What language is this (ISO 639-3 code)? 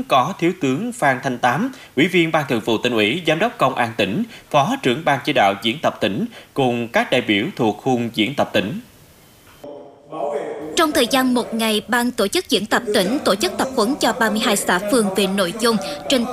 vie